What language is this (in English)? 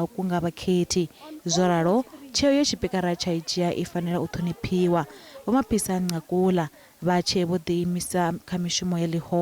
Venda